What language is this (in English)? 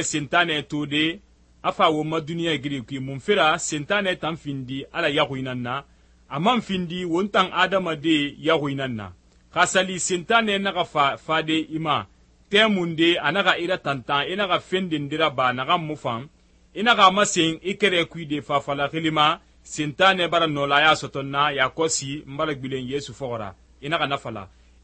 Susu